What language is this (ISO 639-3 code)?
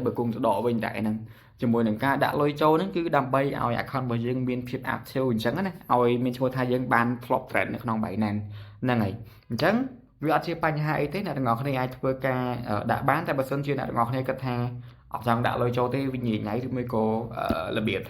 khm